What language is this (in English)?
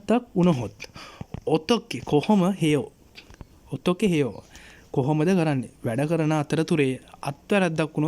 Sinhala